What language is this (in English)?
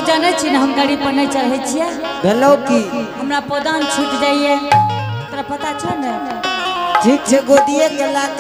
Angika